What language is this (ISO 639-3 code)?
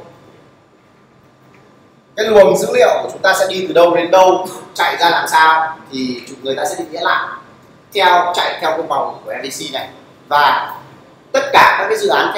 vie